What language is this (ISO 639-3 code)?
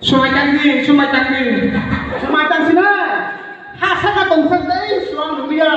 trp